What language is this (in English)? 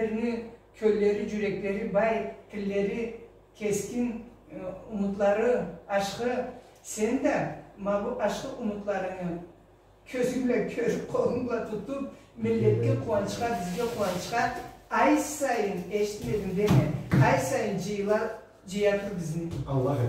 Karachay-Balkar